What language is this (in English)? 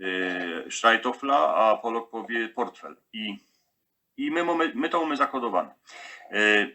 Silesian